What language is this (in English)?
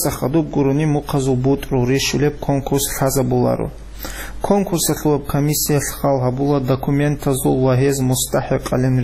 Avaric